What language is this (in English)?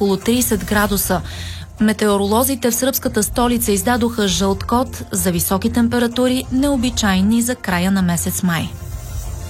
Bulgarian